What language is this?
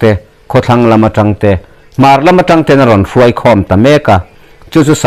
Mizo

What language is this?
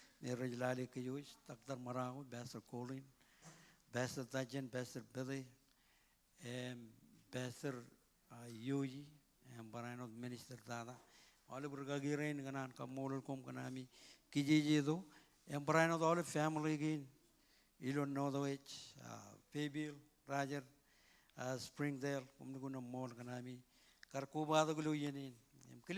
Marshallese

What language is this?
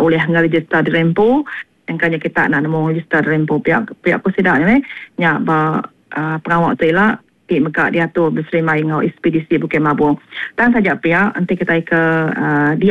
Iban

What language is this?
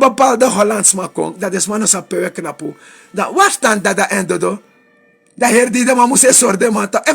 Sranan Tongo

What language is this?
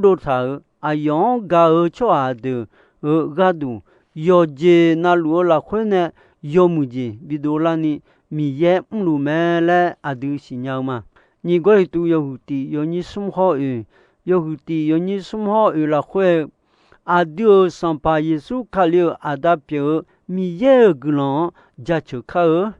Akha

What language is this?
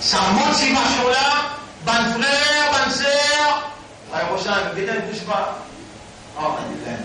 Morisyen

